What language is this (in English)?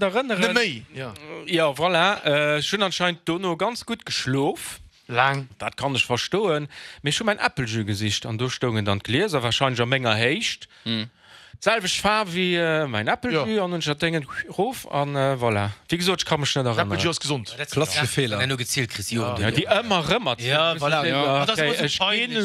Luxembourgish